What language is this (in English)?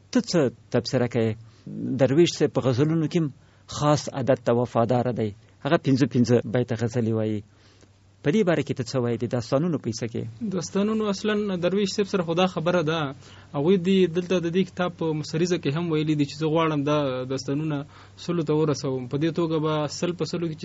Pashto